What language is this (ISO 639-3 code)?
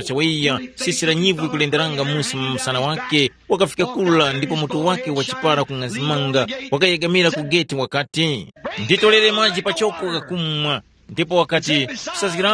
tum